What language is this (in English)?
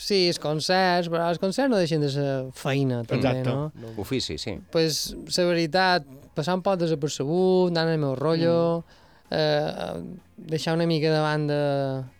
Catalan